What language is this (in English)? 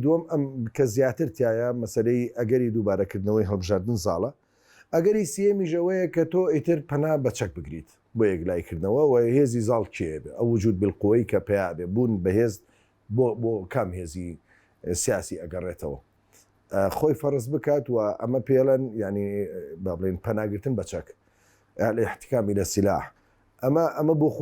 Central Kurdish